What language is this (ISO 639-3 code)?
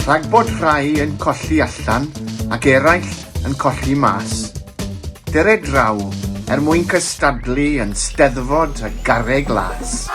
cym